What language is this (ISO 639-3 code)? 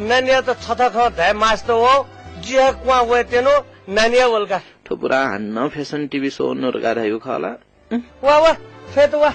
new